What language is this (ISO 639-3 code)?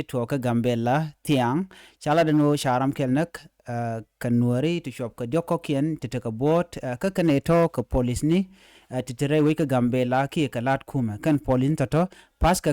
nus